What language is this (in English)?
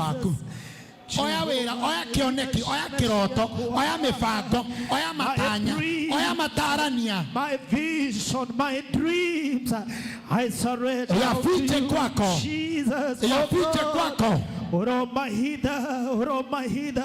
Kikuyu